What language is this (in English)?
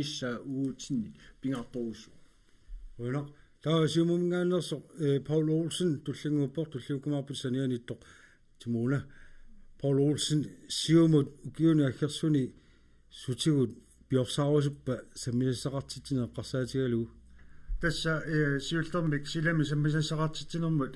Kalaallisut